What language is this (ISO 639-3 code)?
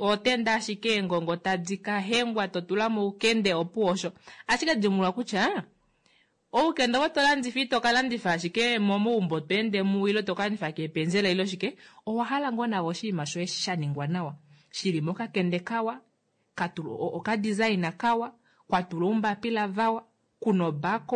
kua